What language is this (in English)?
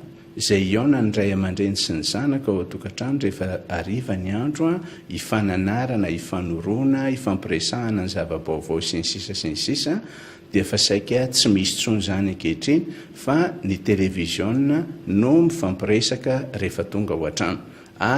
Malagasy